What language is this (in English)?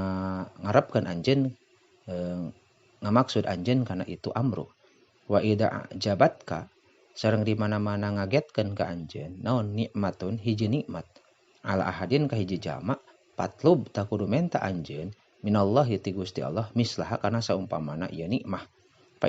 Sundanese